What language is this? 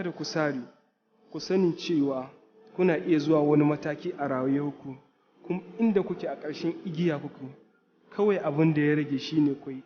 Hausa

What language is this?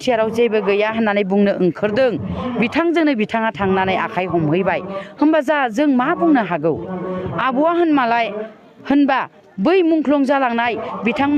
Bodo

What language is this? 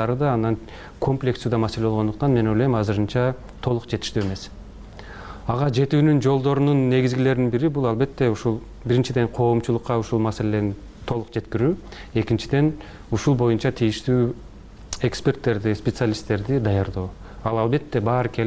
Kyrgyz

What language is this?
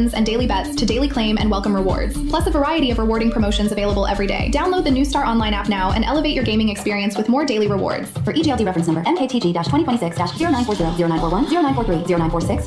Bikol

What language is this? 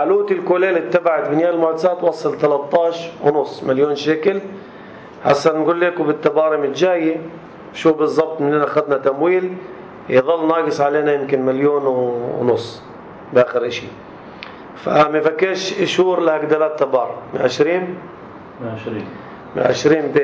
North Levantine Arabic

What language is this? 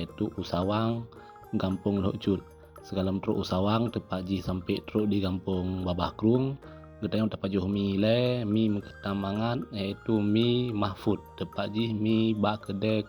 Achinese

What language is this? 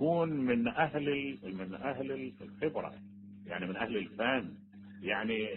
Mesopotamian Arabic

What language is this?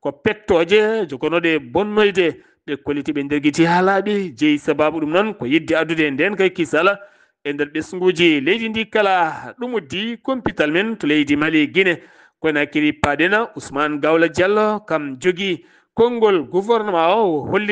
Fula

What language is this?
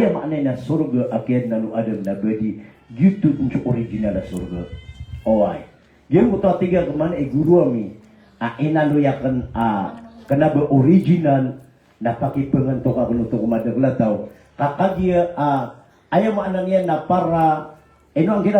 Maranao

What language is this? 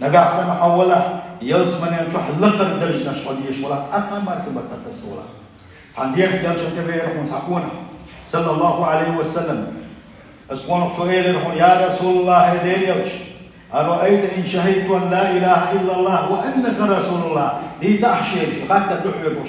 Chechen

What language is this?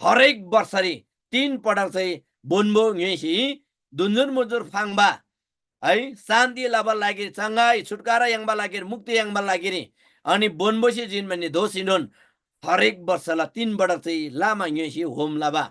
Eastern Tamang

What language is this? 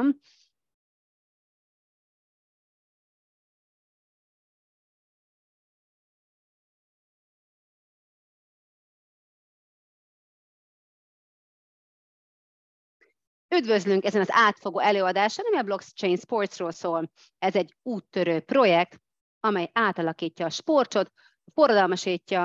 Hungarian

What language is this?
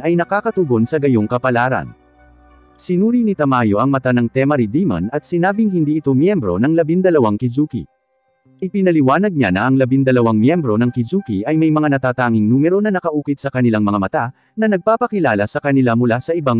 Filipino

